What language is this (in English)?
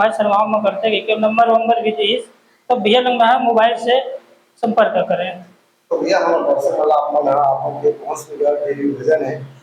Chhattisgarhi